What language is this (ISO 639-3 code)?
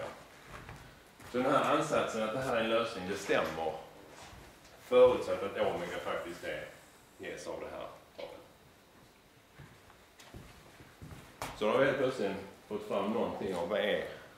swe